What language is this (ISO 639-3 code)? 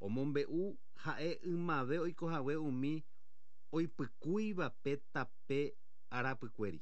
grn